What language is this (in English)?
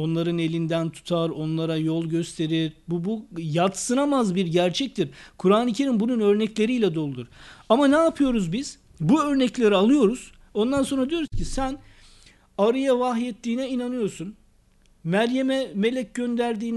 Turkish